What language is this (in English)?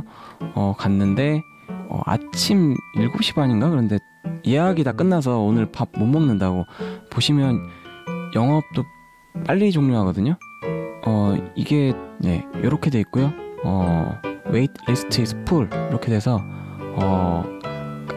Korean